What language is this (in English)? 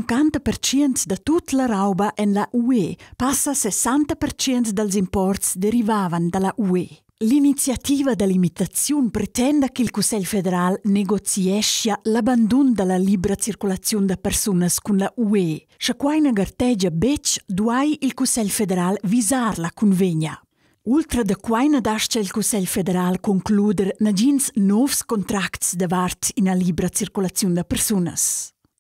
Romansh